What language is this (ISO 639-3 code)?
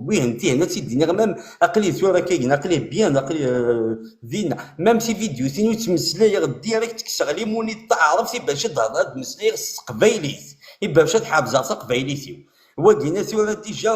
kab